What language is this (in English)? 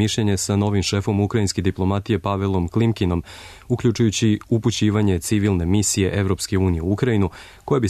Serbian